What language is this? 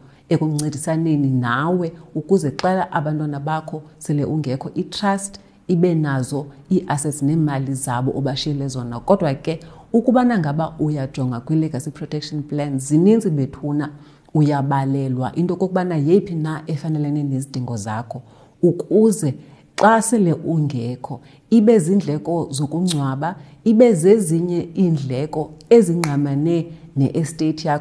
Xhosa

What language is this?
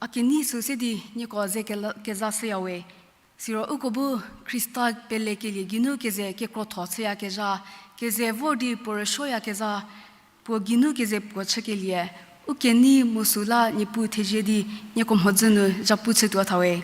Angami Naga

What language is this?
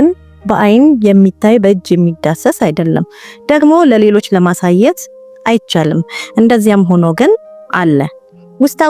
Amharic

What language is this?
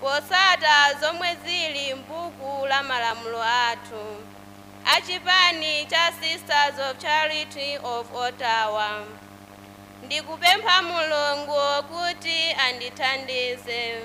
Nyanja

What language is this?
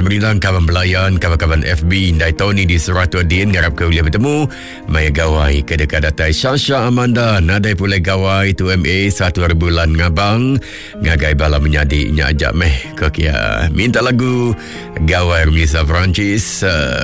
Iban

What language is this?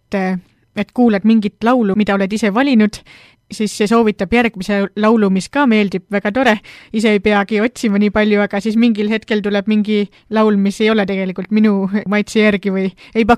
Estonian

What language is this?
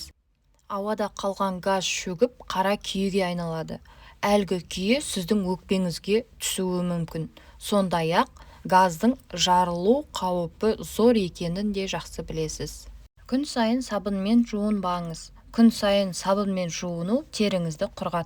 Kazakh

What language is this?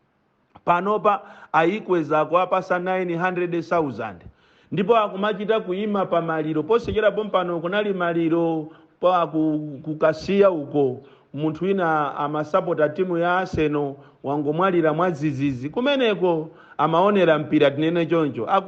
Nyanja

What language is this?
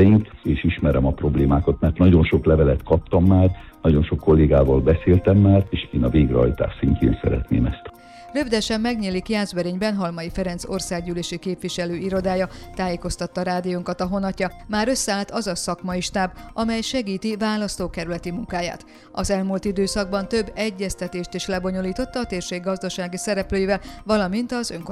Hungarian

